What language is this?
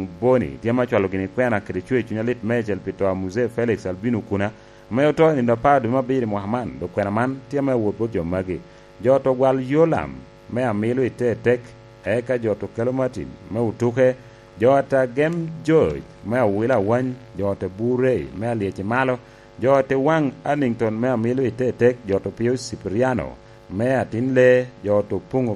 Lango (Uganda)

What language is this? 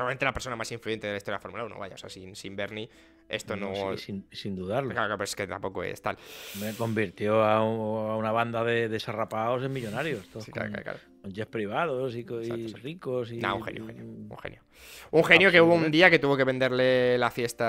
Spanish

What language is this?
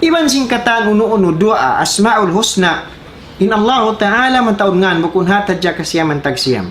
Tausug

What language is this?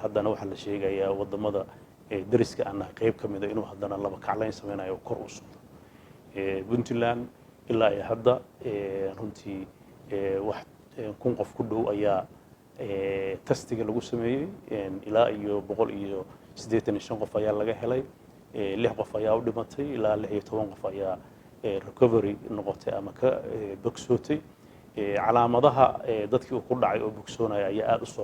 Somali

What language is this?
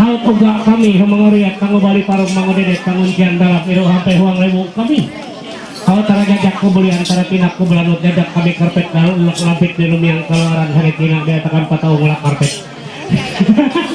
Ma'anyan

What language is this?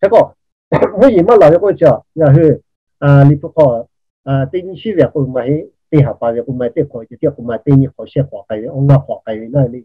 Lahu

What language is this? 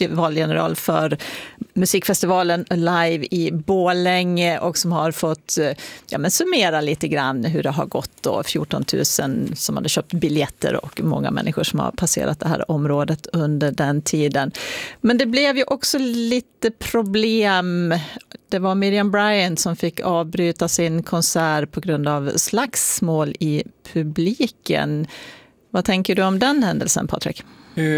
Swedish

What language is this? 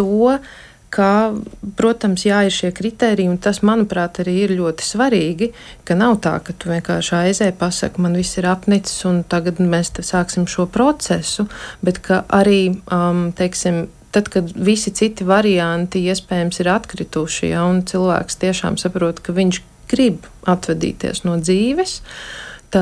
Latvian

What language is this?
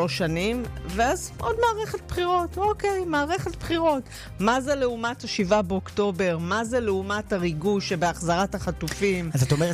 Hebrew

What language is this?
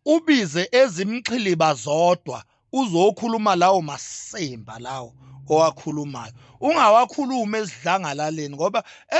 Zulu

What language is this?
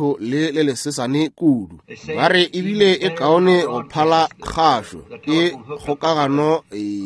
Northern Sotho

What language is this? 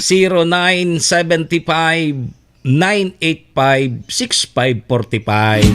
Bikol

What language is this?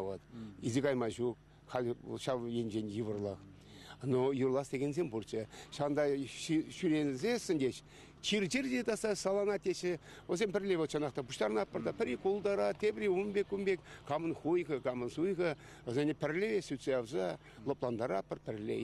Chuvash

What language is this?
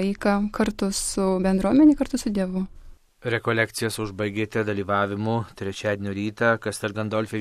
Lithuanian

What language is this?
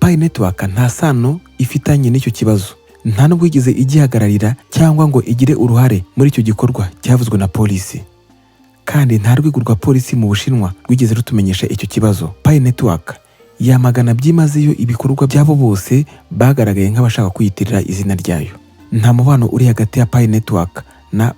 Kinyarwanda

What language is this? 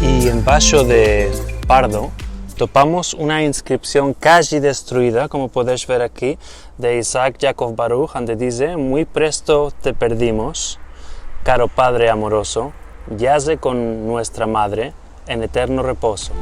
Ladino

